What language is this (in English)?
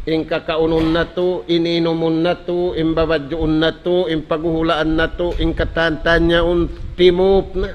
Tausug